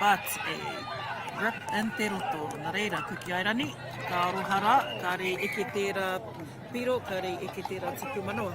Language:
Māori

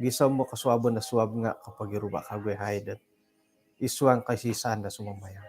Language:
Central Dusun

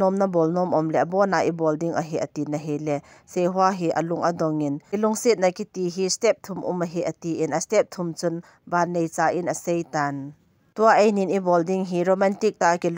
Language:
Thado Chin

